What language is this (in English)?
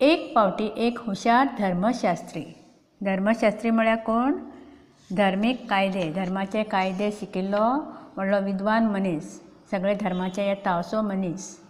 Konkani